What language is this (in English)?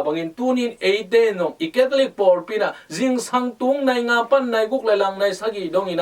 Tedim Chin